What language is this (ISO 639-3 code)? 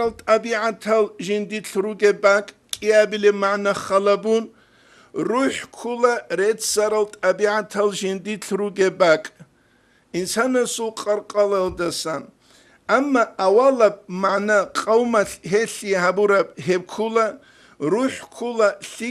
ava